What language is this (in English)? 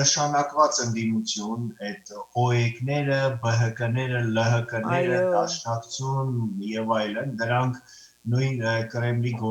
Western Armenian